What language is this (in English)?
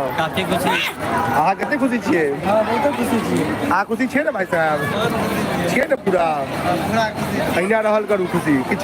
Maithili